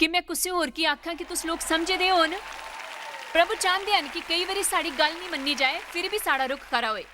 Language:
Dogri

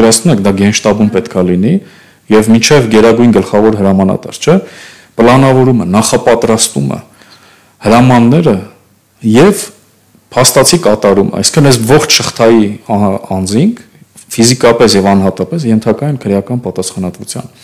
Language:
Armenian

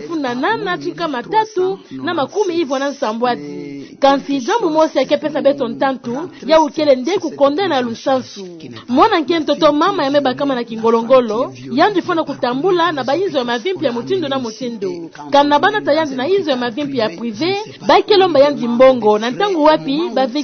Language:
Kituba (Democratic Republic of Congo)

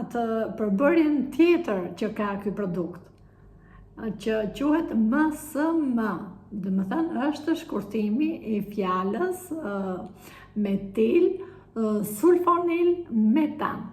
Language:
Albanian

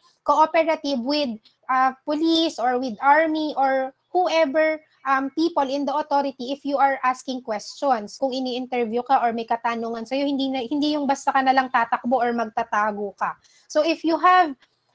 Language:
Filipino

